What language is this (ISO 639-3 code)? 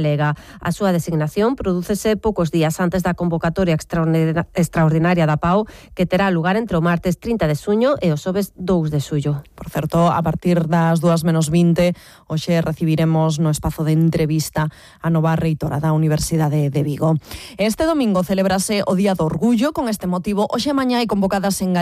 glg